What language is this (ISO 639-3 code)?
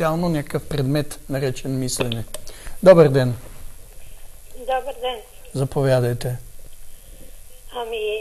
bul